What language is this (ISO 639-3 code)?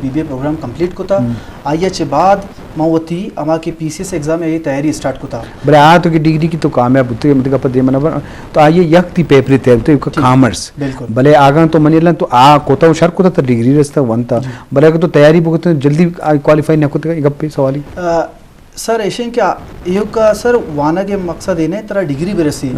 bgp